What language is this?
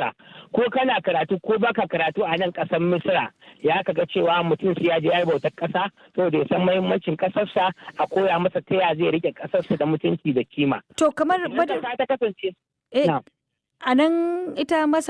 Hausa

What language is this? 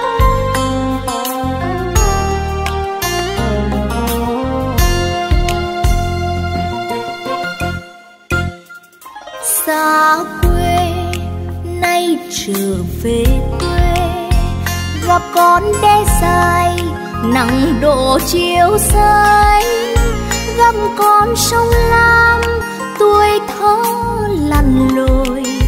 Vietnamese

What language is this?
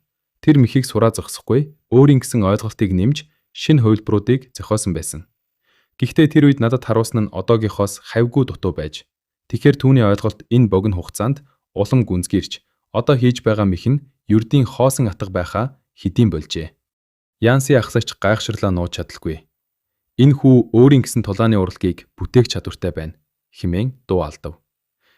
Mongolian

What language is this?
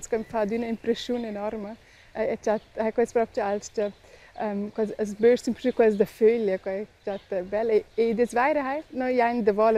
Romansh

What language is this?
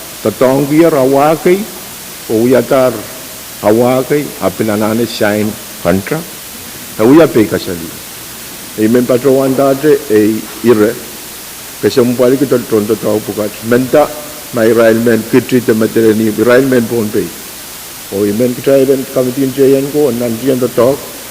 Pohnpeian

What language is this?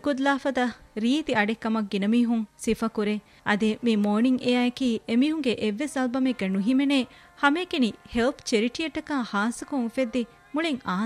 Divehi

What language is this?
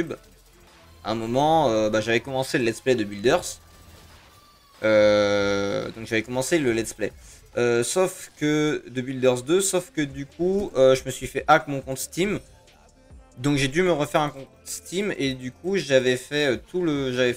French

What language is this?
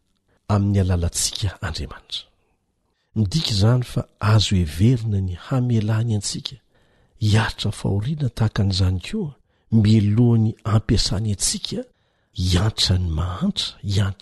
Malagasy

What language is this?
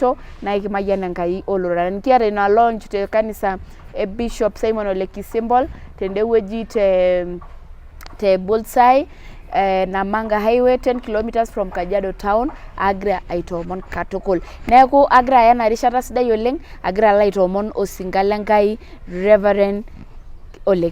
Masai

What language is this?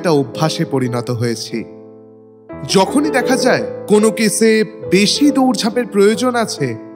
Bangla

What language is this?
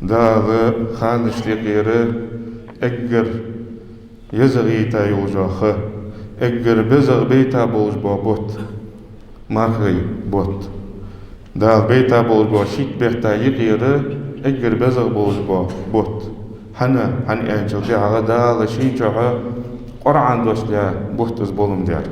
Ingush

